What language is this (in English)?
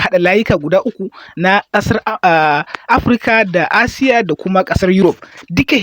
Hausa